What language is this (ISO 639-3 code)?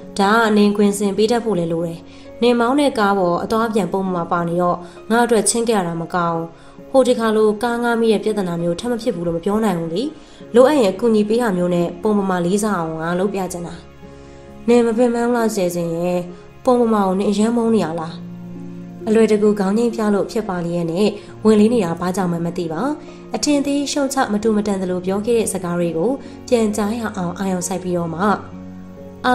mya